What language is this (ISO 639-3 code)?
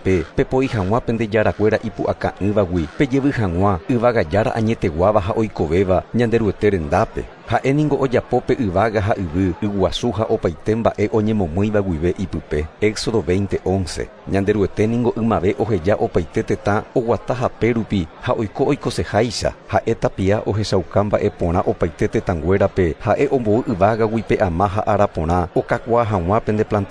grn